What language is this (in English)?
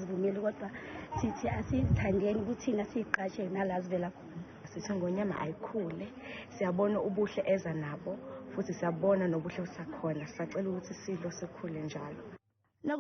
Zulu